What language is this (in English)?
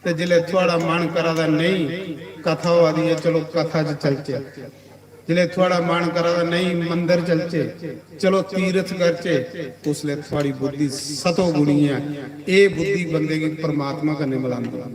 Dogri